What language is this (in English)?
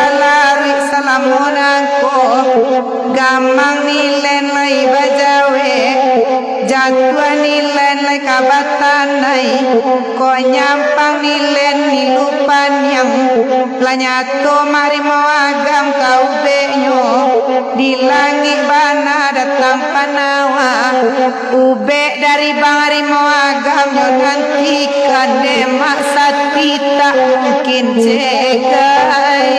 Minangkabau